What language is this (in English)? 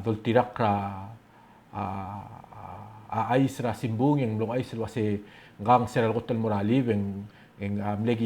Palauan